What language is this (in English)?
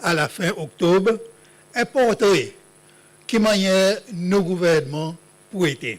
Seselwa Creole French